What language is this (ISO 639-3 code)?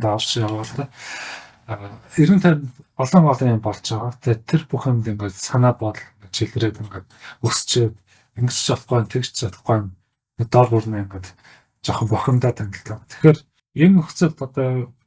mon